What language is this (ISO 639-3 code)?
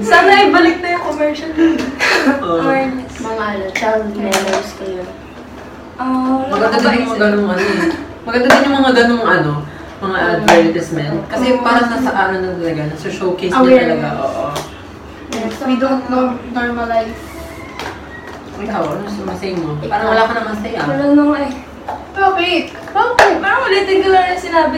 fil